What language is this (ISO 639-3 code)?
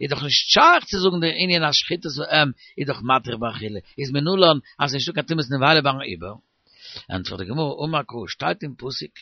yid